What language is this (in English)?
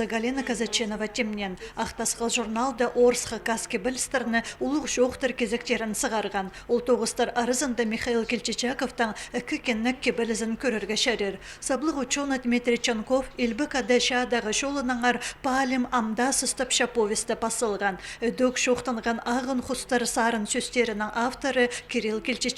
Khakas